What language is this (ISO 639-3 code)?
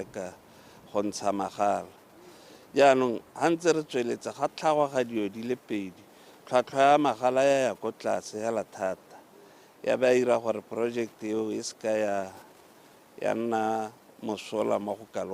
tsn